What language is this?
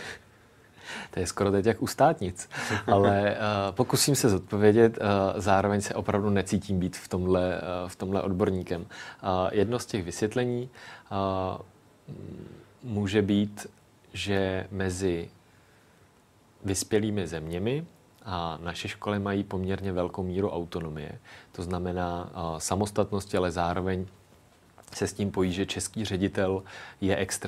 Czech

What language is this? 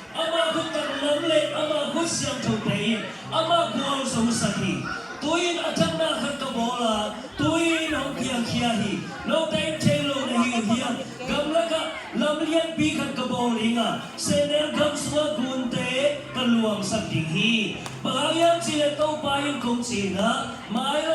Tedim Chin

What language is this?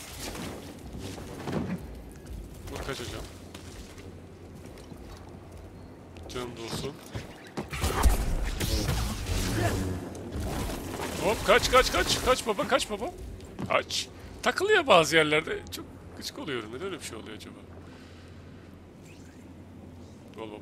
Turkish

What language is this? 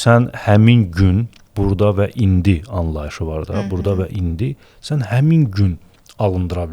Azerbaijani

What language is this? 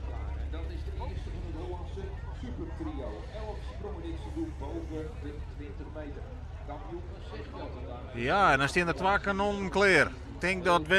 Western Frisian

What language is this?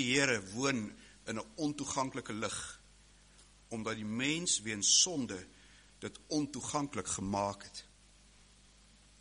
Afrikaans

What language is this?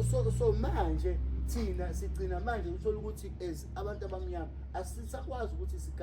Zulu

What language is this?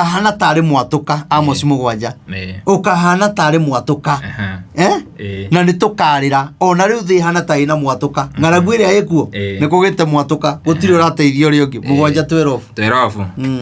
Kikuyu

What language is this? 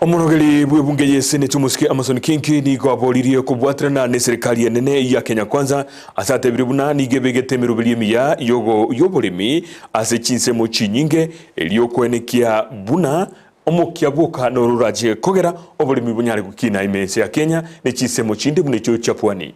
Gusii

